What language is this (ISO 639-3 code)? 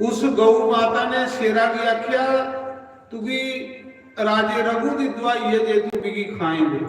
doi